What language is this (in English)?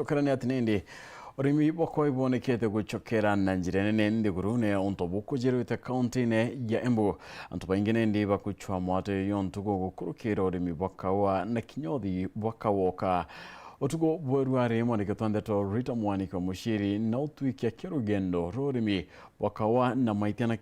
Meru